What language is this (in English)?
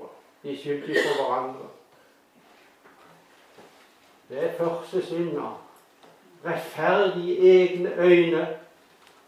Norwegian